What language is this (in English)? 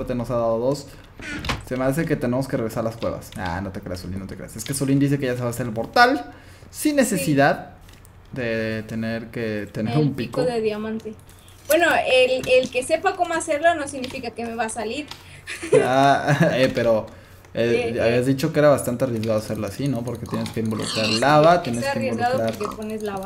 Spanish